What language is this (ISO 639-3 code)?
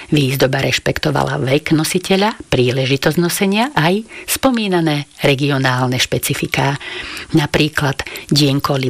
slk